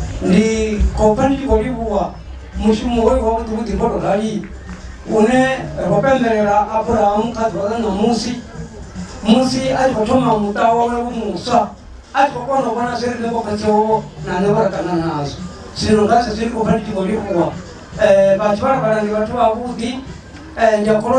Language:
Venda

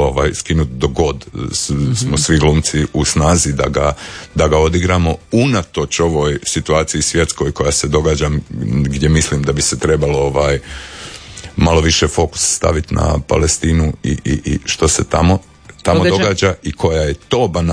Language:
Croatian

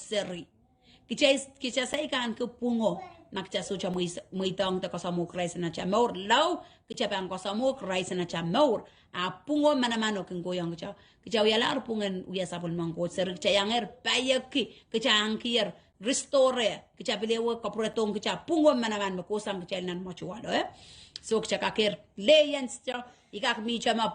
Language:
Pohnpeian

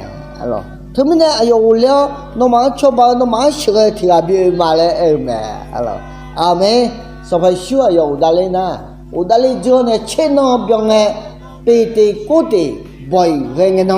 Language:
Akha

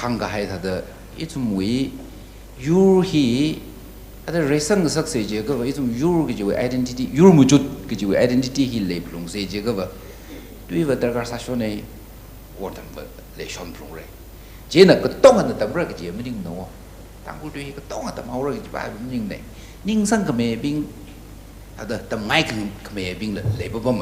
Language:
Tangkhul Naga (India)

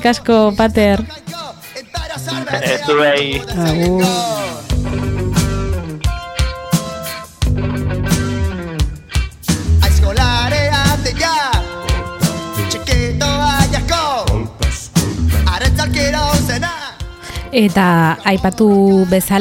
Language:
Basque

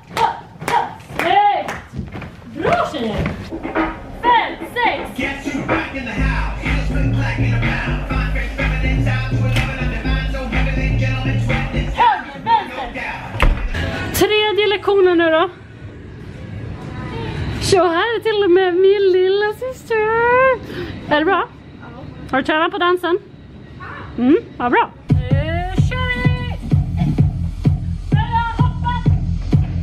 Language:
Swedish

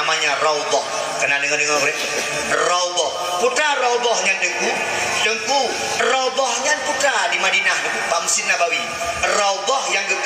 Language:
Achinese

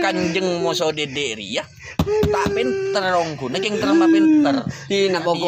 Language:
Madurese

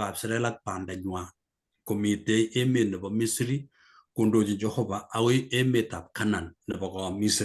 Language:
Kalenjin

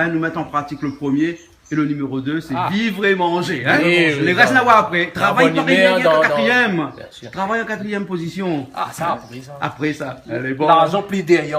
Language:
Réunion Creole French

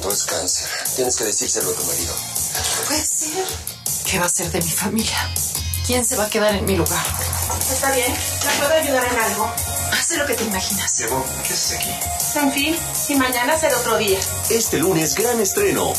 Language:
Spanish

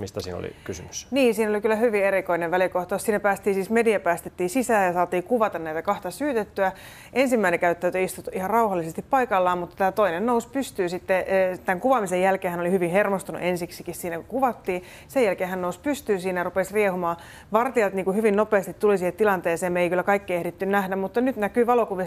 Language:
Finnish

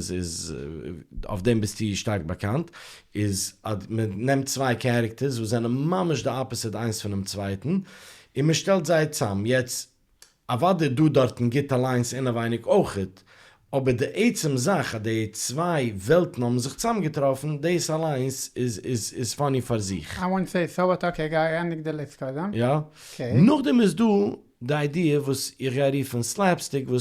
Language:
Yiddish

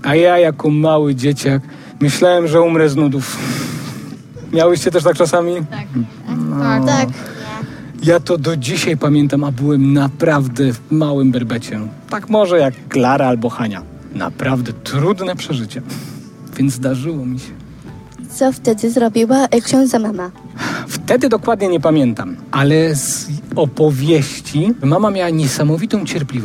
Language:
Polish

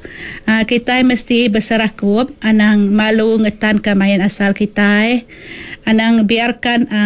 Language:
Iban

